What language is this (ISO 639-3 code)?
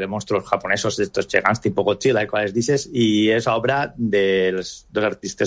cat